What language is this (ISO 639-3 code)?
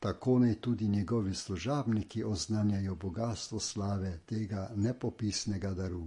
slv